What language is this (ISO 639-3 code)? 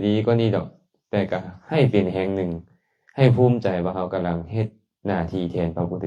lao